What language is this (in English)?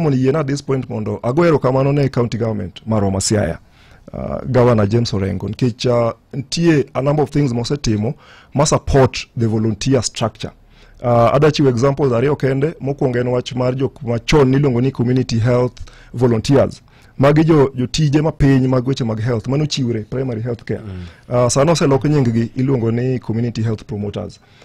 Luo (Kenya and Tanzania)